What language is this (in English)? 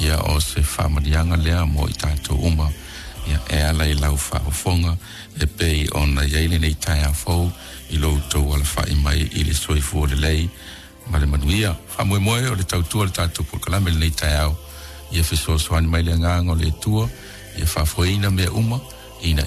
Samoan